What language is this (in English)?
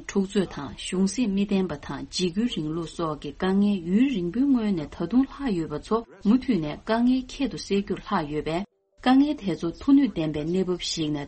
Tibetan